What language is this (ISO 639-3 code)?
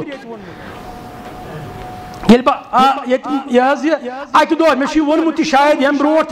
kas